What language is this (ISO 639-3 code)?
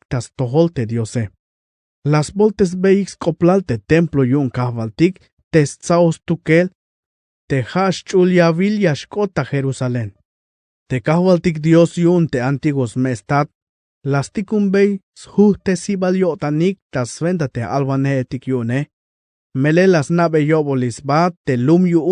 tzh